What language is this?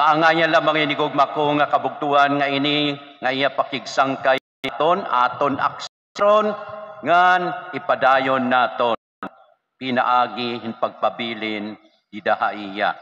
Waray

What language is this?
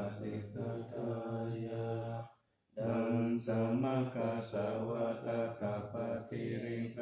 Pali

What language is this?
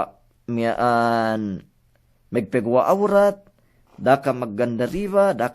Yakan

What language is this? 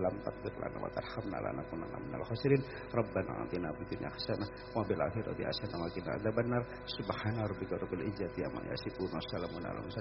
Javanese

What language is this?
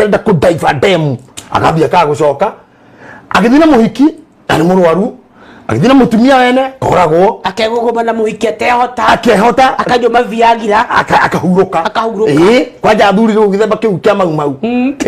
Kikuyu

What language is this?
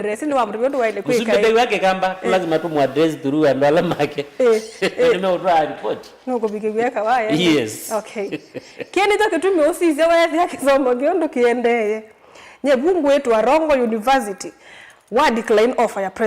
Kamba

